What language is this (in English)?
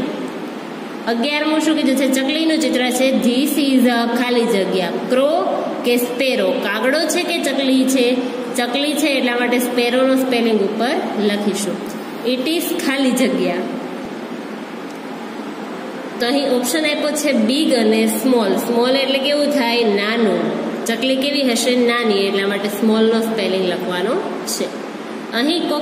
Gujarati